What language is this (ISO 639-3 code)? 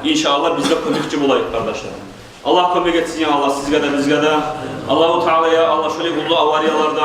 kum